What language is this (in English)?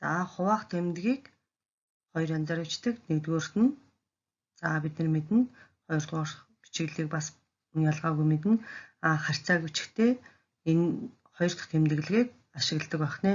Mongolian